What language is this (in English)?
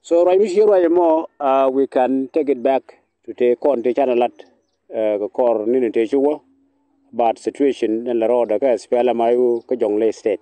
Nuer